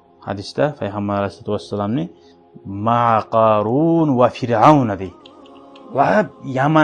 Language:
Kumyk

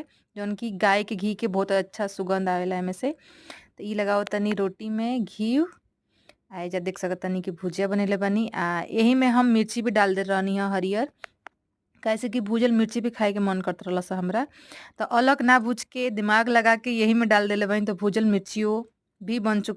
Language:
Bhojpuri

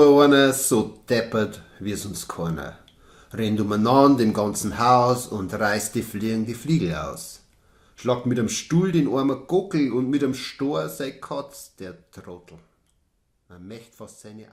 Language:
Bavarian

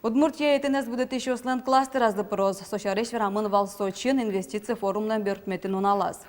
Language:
Udmurt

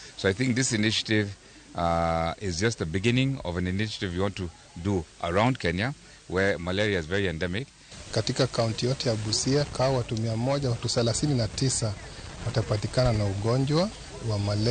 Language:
Luo (Kenya and Tanzania)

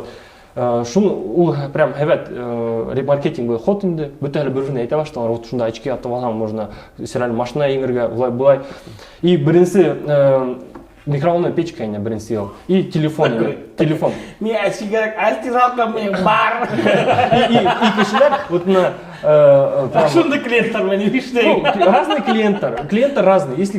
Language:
Bashkir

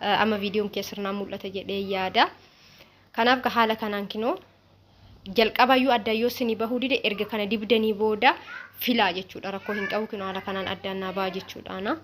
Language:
Oromo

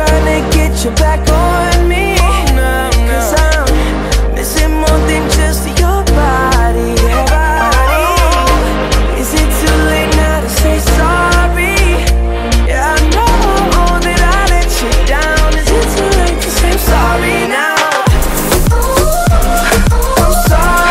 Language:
English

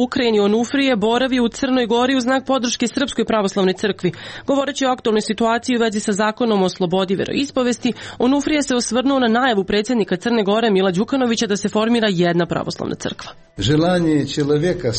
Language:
Serbian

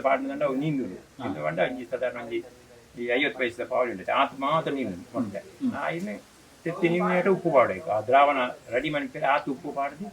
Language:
Tulu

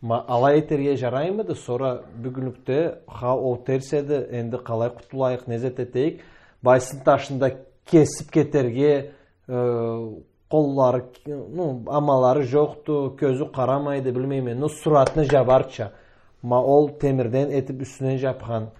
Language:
Karachay-Balkar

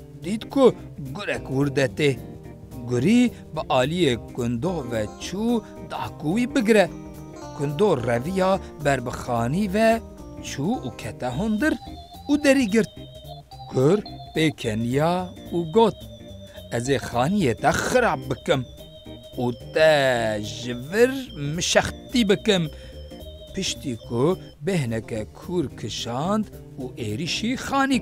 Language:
Kurdish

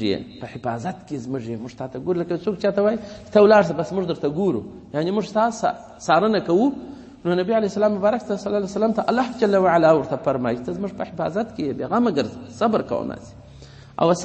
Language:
Pashto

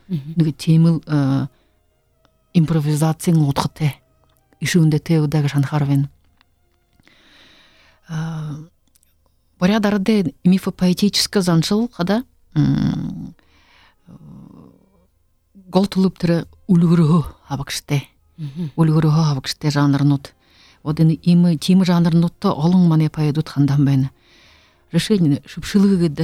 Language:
Buriat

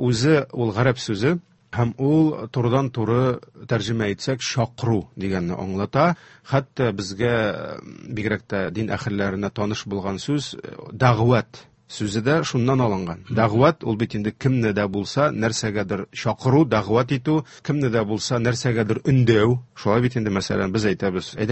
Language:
Tatar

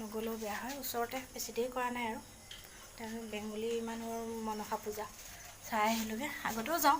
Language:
Assamese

